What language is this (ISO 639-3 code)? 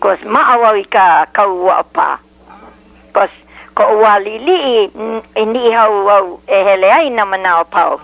haw